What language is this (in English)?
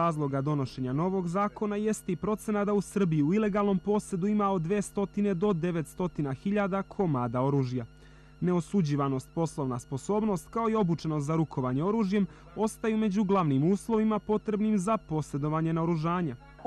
Serbian